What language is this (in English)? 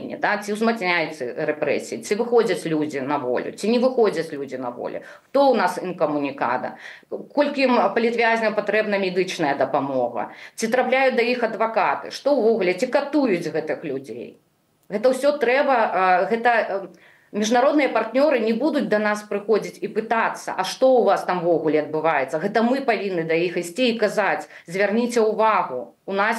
Belarusian